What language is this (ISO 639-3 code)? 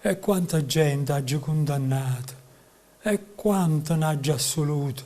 nap